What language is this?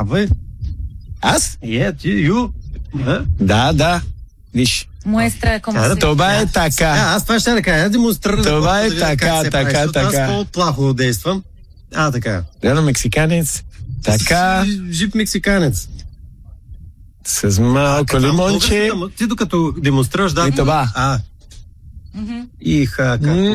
Bulgarian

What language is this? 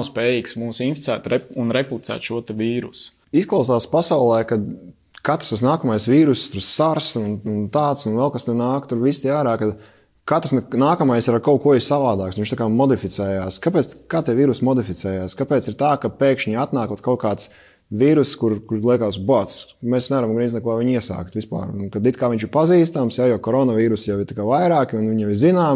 Latvian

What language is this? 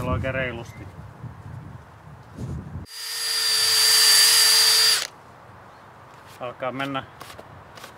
Finnish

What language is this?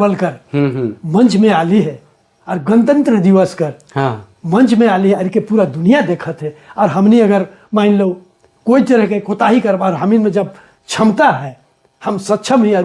Sadri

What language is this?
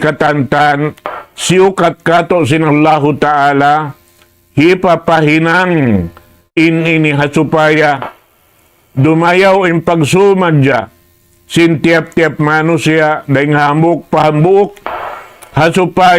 Tausug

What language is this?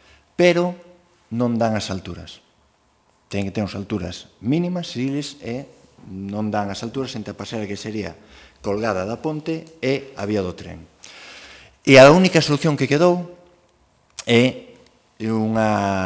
Galician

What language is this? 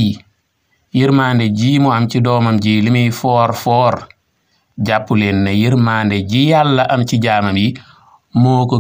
Wolof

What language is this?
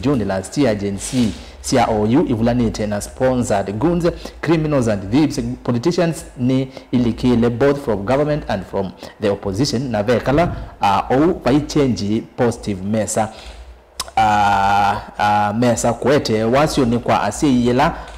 Kamba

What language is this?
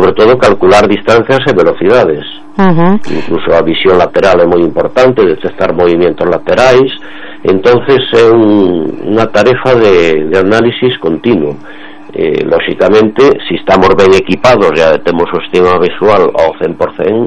Galician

